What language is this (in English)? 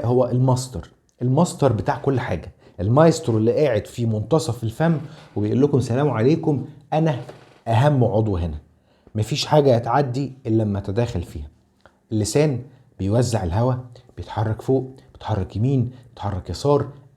Egyptian Arabic